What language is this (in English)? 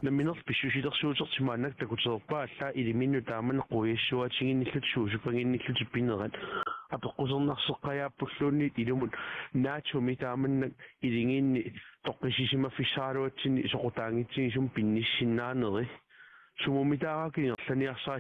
Kalaallisut